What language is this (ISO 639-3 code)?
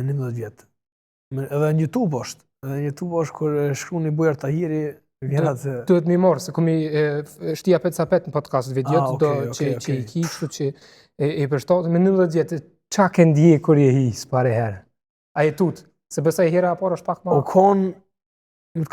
sqi